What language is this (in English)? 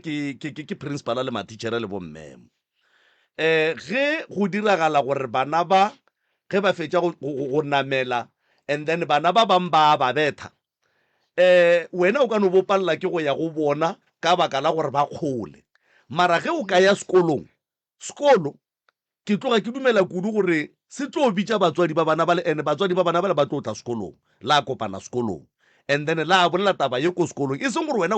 Northern Sotho